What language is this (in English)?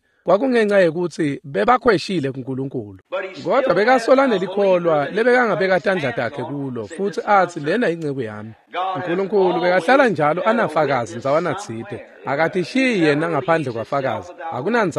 Swati